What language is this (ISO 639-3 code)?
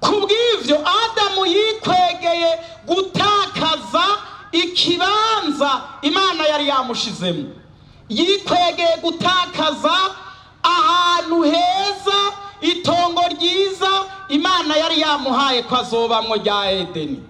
run